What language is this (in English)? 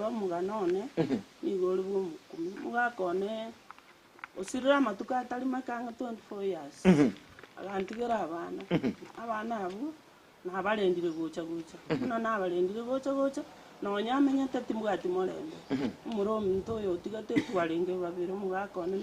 Gusii